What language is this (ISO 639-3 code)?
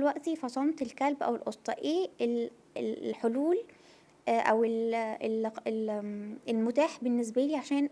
arz